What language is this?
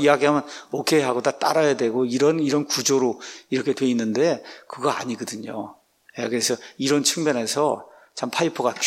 Korean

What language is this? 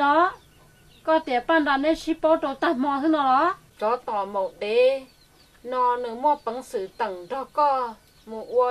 Hmong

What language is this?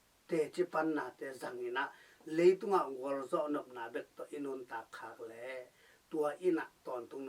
Tedim Chin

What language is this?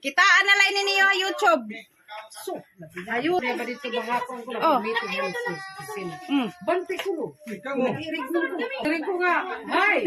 Waray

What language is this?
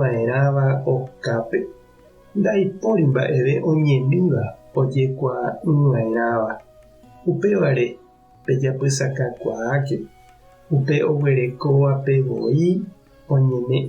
Guarani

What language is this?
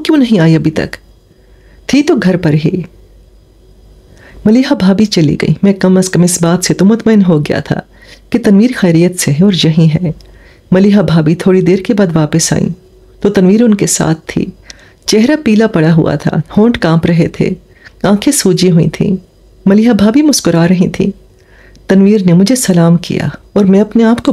Urdu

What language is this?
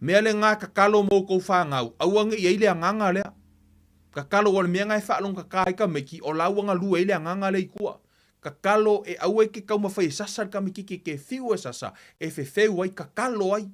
Samoan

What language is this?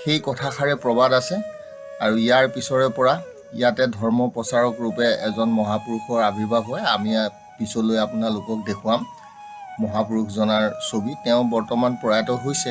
Assamese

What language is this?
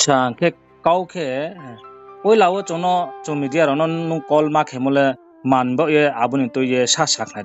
Riang (India)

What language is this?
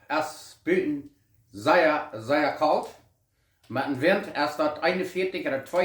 Plautdietsch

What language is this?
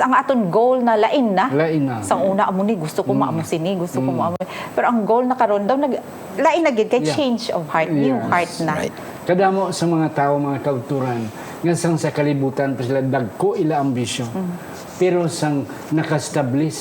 Hiligaynon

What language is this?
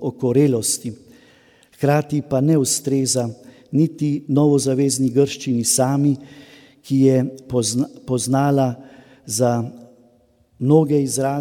Slovenian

